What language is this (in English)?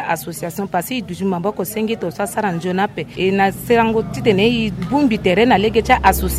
Sango